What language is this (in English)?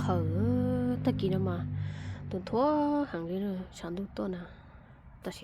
Hmong